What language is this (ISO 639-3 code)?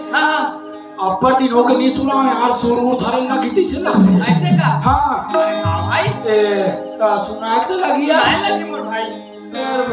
hne